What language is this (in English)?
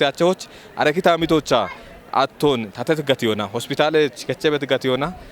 Kafa